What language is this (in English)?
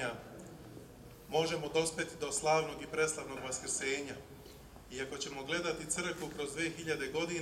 Serbian